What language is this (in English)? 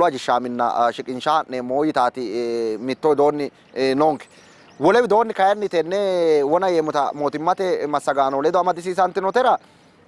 Sidamo